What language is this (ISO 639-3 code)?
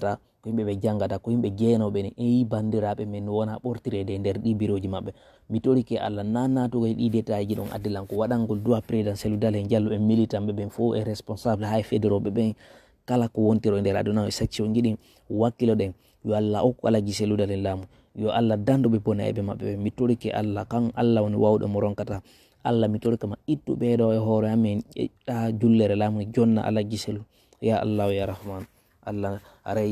ful